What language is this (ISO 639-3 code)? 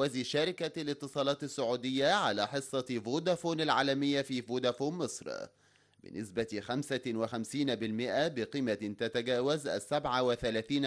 ara